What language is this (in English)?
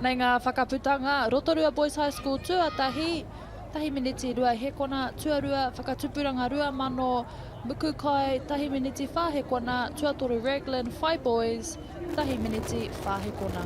Māori